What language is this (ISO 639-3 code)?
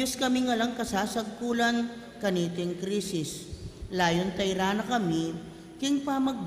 pam